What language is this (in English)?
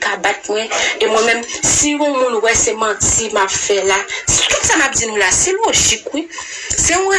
Haitian Creole